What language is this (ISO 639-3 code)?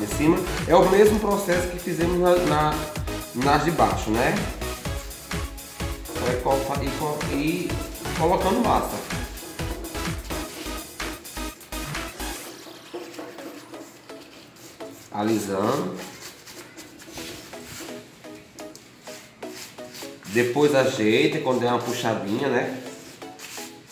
por